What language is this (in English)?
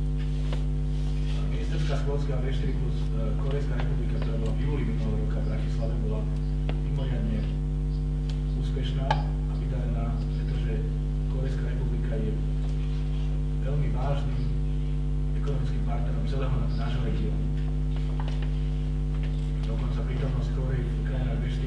Slovak